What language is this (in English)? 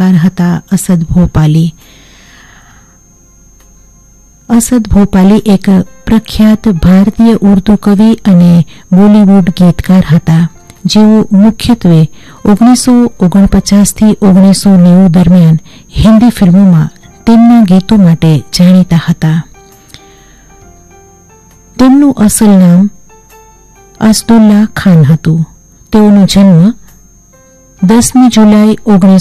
Gujarati